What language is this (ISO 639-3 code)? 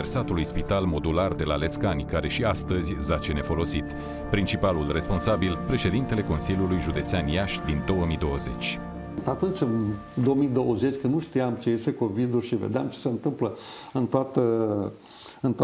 ron